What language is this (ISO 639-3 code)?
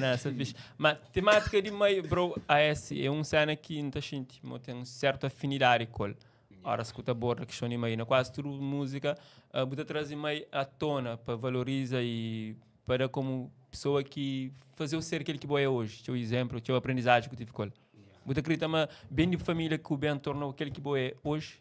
kea